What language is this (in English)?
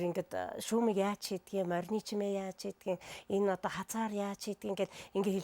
Mongolian